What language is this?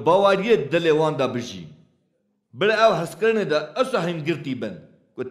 Kurdish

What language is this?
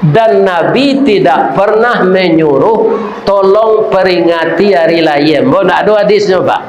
Minangkabau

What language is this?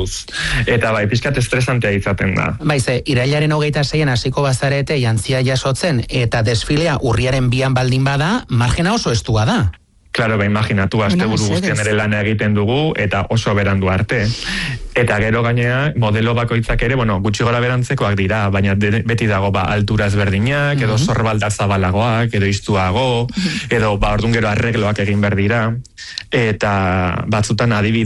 Basque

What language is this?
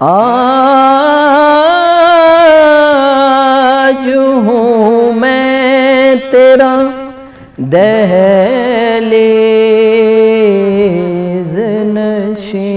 Brahui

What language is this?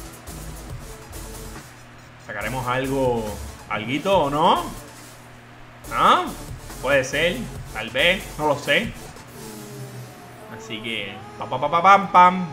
Spanish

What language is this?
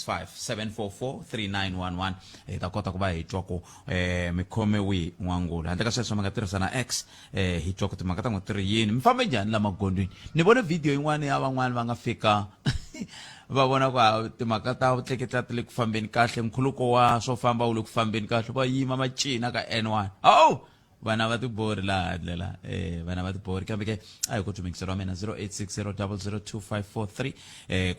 Tsonga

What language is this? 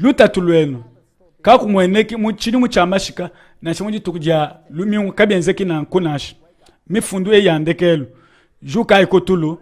Luba-Lulua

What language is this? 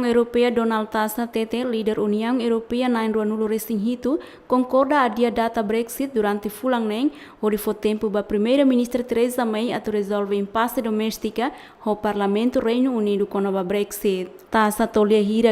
Tetum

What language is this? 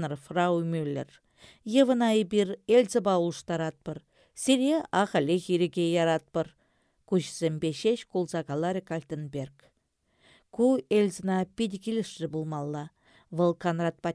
Chuvash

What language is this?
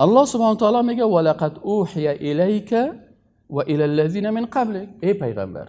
Persian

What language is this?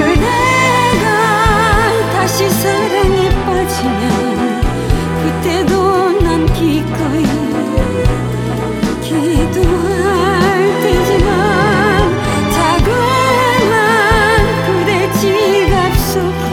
Korean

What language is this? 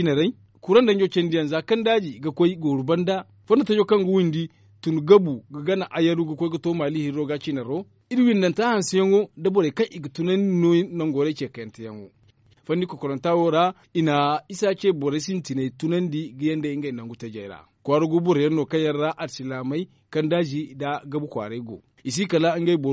Zarma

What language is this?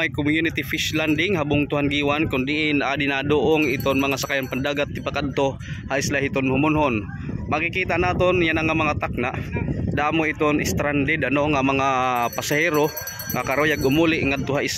Waray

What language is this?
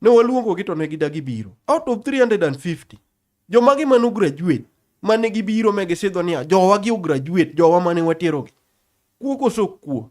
Luo (Kenya and Tanzania)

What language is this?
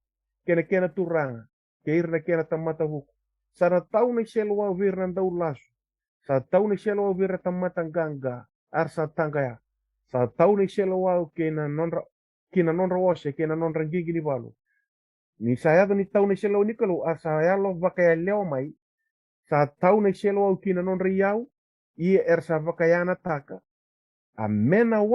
Fijian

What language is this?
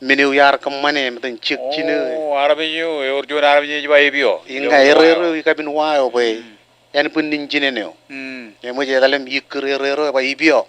Marshallese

